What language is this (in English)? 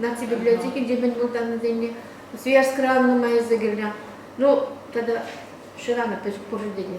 Chuvash